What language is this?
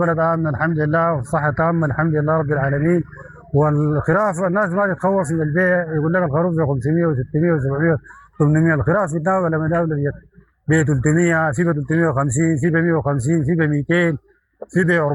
Sudanese Arabic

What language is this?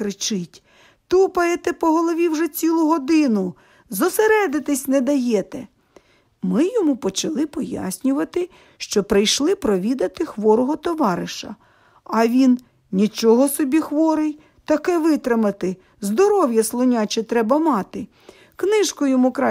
Ukrainian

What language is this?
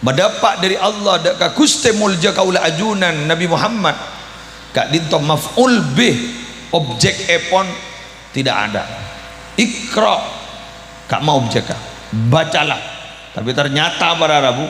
Madurese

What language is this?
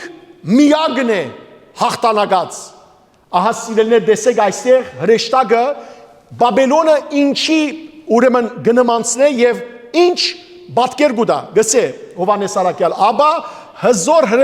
Western Armenian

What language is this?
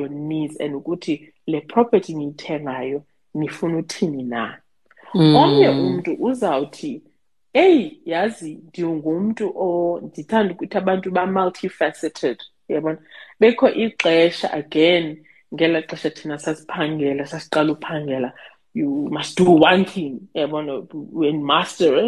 Xhosa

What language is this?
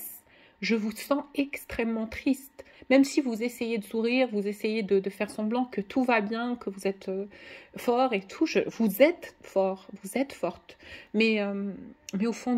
French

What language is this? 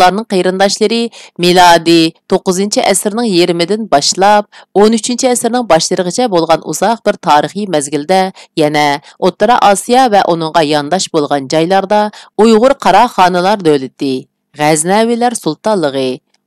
Uyghur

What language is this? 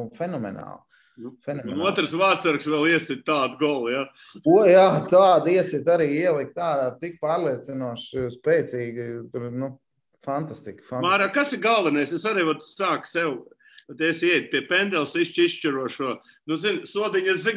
Latvian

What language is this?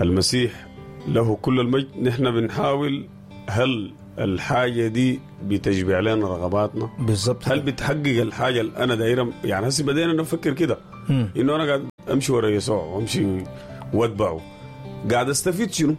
Sudanese Arabic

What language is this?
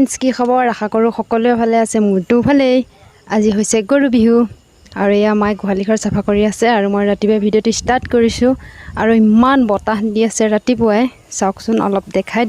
Assamese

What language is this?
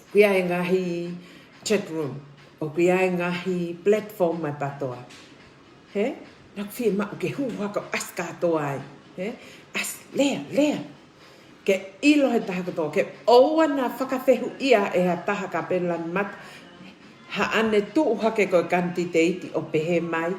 Tongan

